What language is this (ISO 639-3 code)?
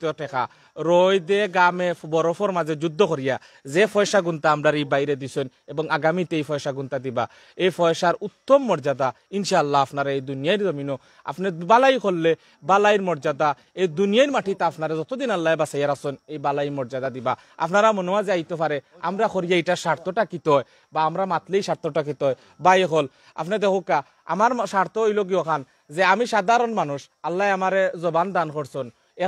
syl